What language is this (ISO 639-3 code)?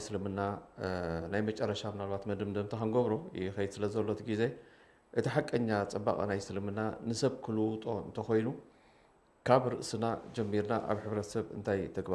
tir